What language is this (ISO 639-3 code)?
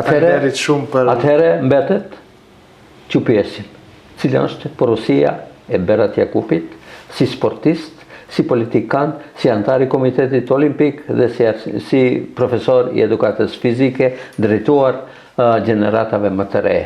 sqi